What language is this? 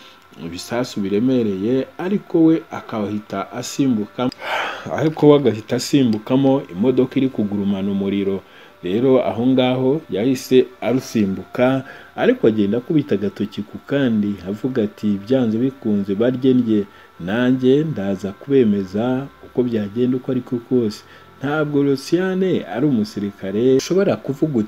Kinyarwanda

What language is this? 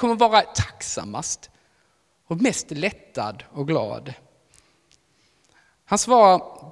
Swedish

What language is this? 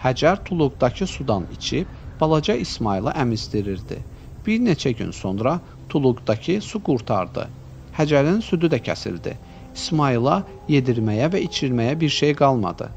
Azerbaijani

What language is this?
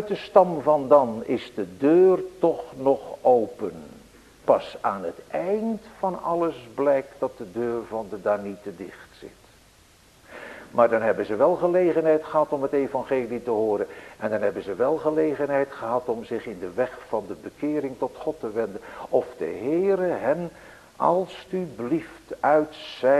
Dutch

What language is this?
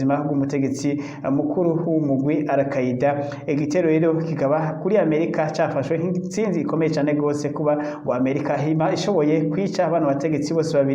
Rundi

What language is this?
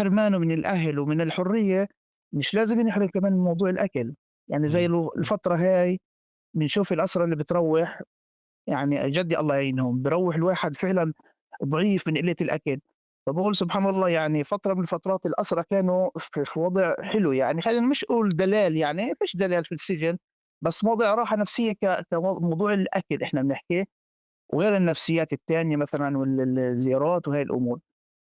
North Levantine Arabic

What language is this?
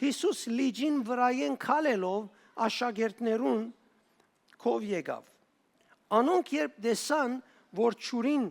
Western Armenian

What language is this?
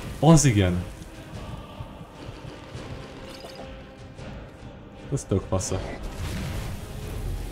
Hungarian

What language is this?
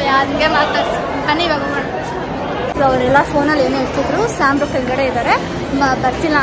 Kannada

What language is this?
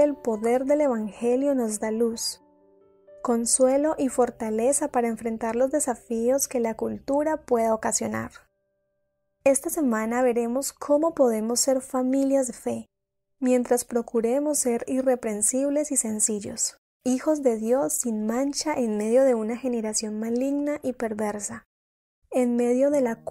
Spanish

